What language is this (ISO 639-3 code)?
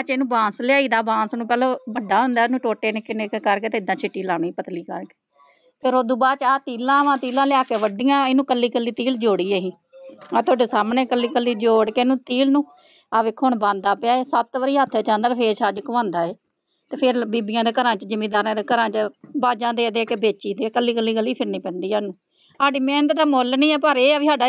pan